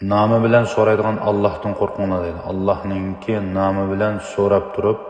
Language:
Uyghur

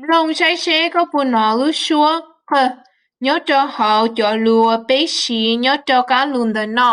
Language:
Hmong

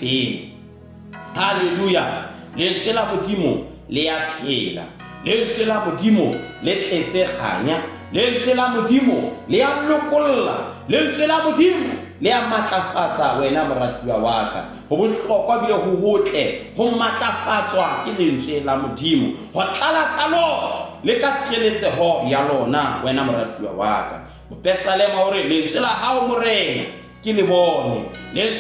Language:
Southern Sotho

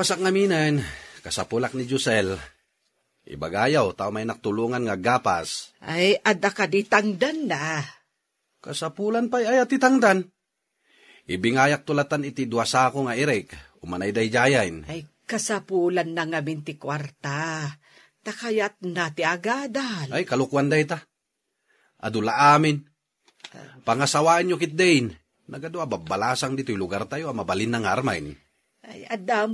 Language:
Iloko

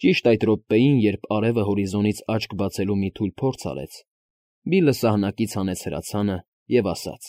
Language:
Armenian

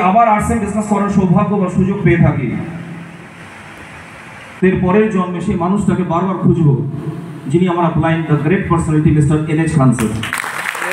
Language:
Bangla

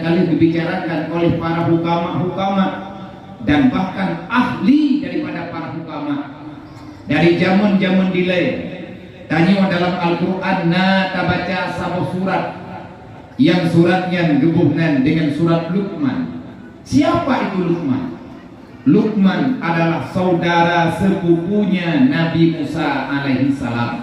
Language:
Achinese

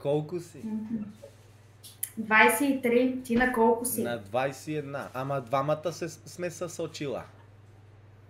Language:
Bulgarian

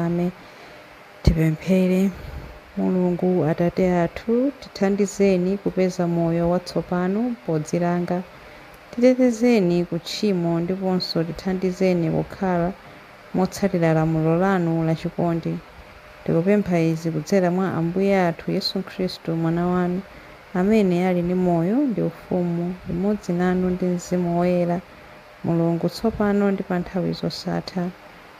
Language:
Nyanja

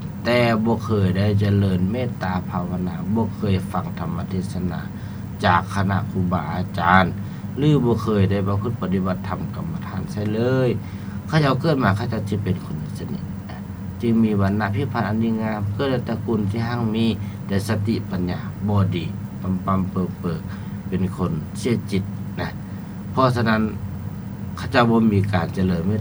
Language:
Lao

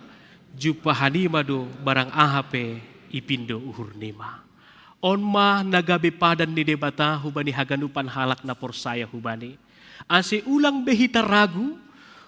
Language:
Batak Simalungun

